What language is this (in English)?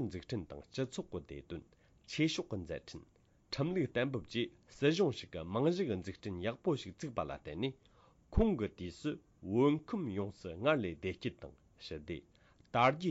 Tibetan